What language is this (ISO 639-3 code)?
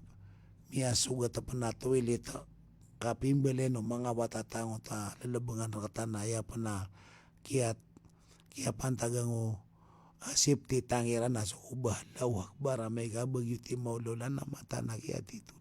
mrw